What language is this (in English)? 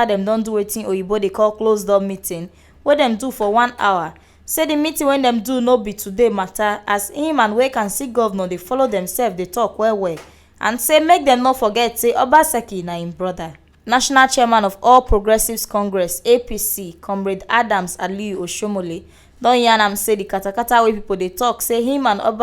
Nigerian Pidgin